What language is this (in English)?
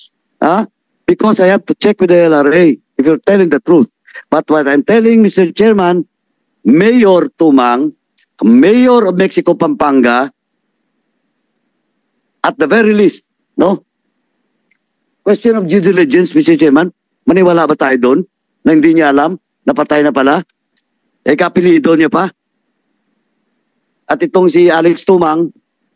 Filipino